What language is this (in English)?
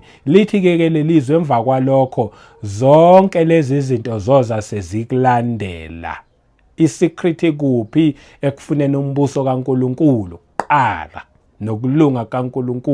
Zulu